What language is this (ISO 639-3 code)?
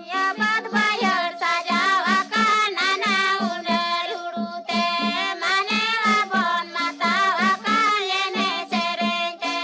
sat